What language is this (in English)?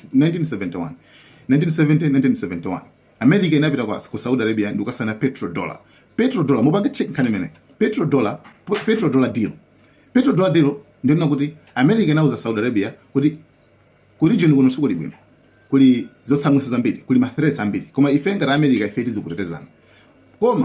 Nyanja